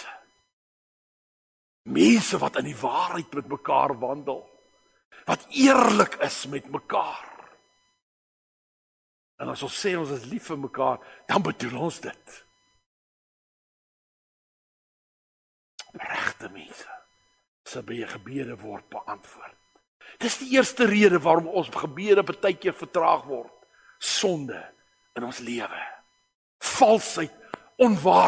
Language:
Afrikaans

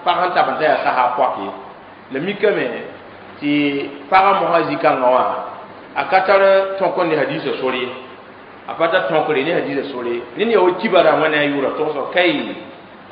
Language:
Mossi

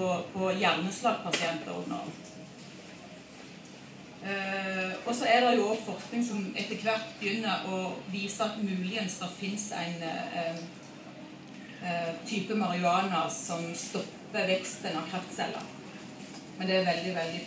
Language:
Norwegian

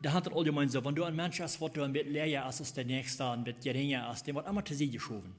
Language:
Plautdietsch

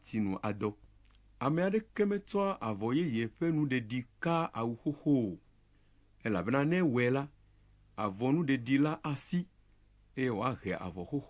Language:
Ewe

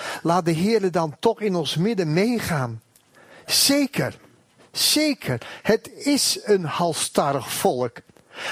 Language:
Dutch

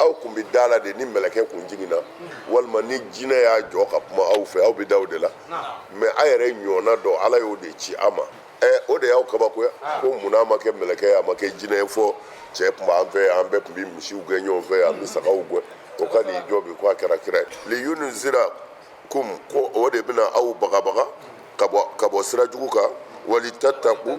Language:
Bambara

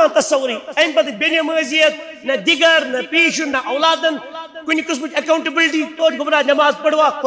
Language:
Kashmiri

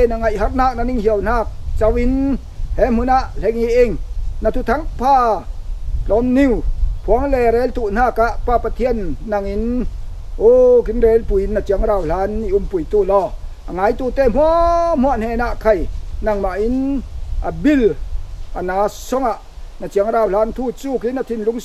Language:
Falam Chin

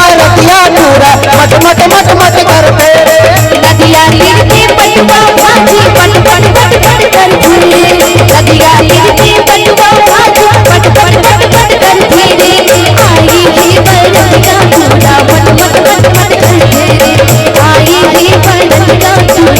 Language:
Chhattisgarhi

